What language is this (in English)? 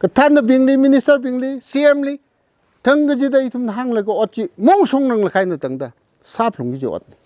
Tangkhul Naga (India)